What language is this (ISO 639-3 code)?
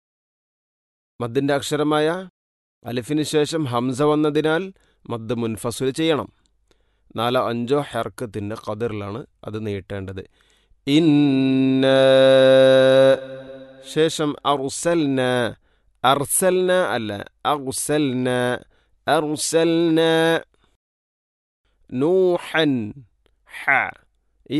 mal